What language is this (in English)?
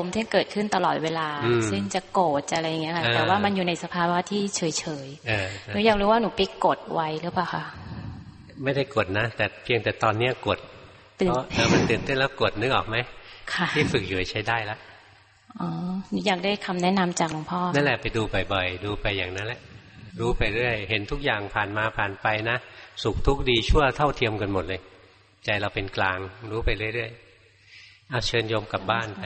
Thai